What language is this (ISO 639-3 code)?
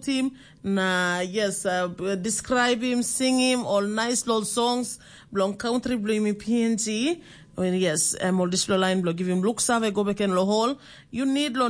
tpi